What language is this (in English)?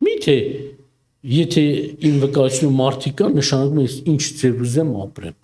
Armenian